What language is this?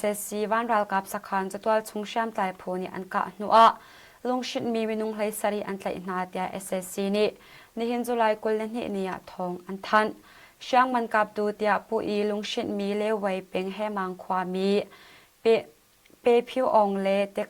Hakha Chin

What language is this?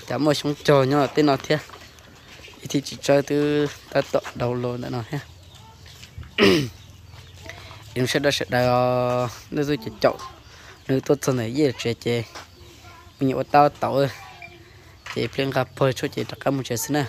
Vietnamese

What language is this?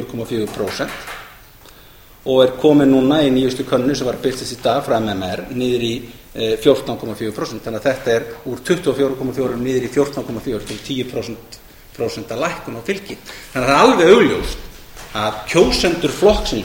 Icelandic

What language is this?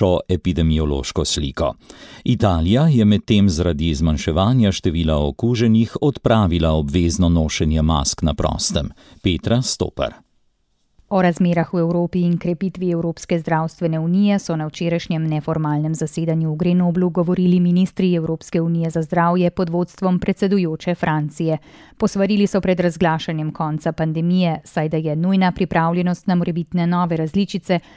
Slovenian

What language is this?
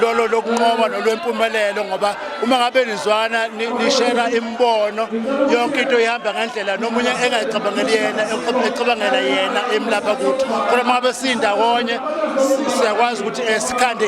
Zulu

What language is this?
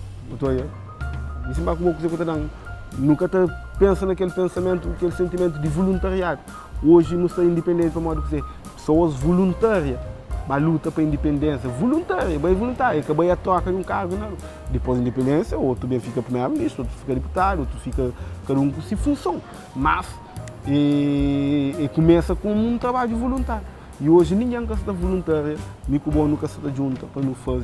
Kabuverdianu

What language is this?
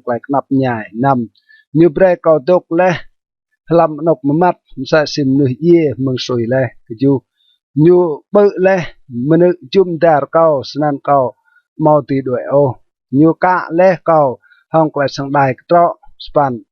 Rade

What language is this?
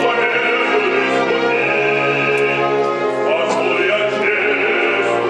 Chuvash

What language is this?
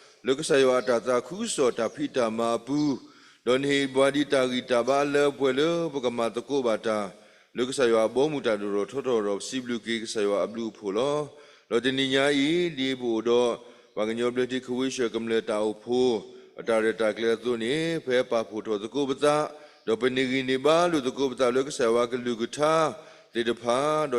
S'gaw Karen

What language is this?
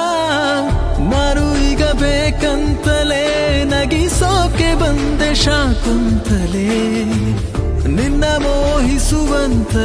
Kannada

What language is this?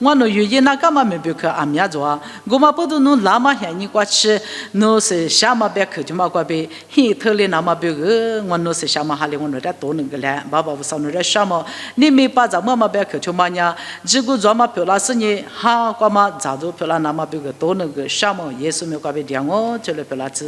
Lisu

